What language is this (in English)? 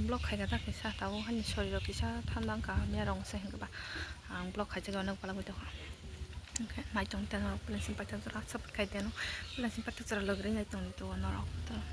Kok Borok